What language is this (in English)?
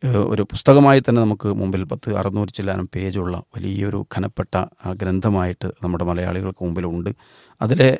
Malayalam